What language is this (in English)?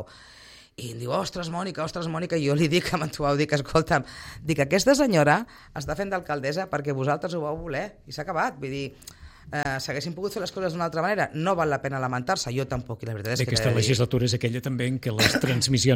Catalan